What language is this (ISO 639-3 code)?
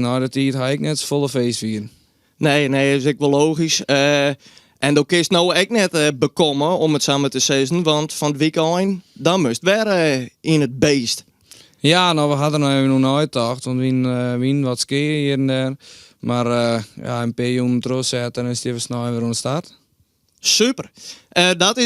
fry